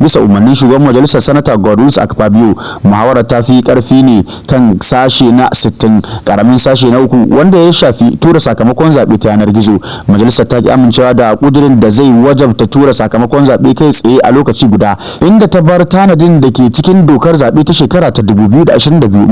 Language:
Hausa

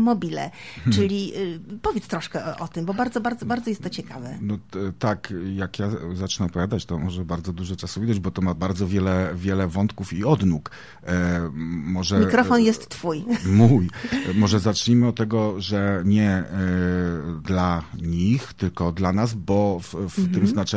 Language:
Polish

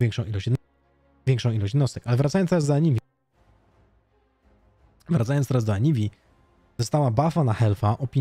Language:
Polish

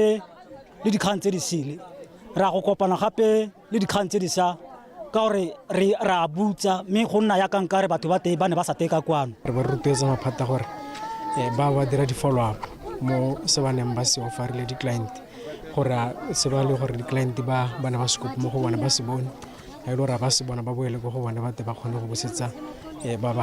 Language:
Tswana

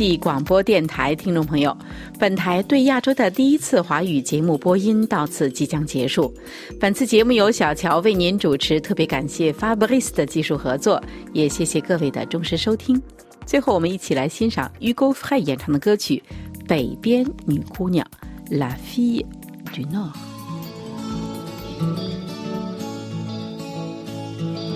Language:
Chinese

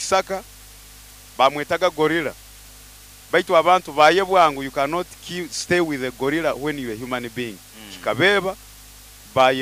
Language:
Nyoro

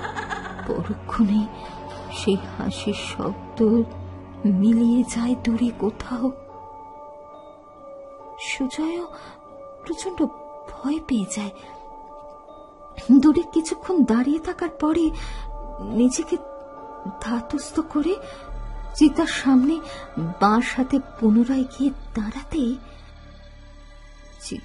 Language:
Bangla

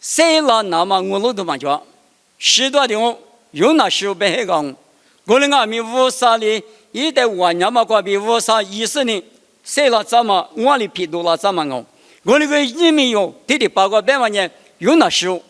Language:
Lisu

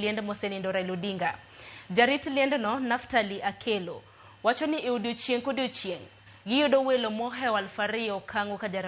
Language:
Luo (Kenya and Tanzania)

